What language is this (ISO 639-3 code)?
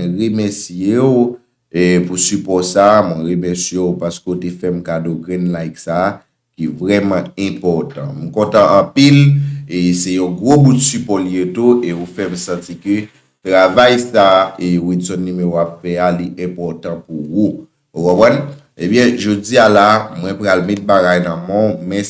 hat